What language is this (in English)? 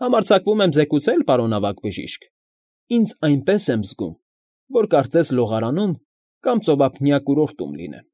Armenian